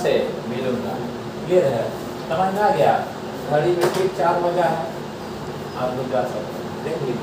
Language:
Hindi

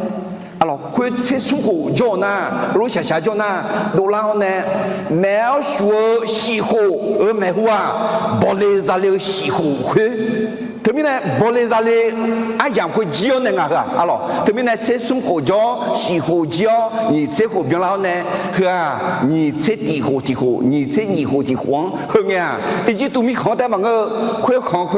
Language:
Akha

